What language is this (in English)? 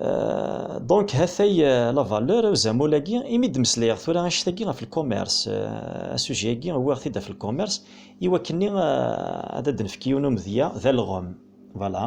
Kabyle